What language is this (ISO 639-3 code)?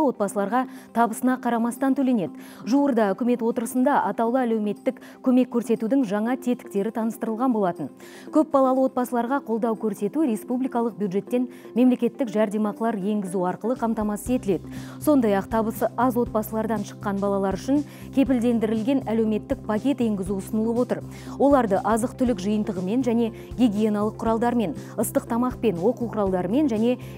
kaz